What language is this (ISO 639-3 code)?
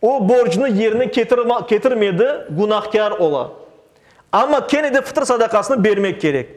crh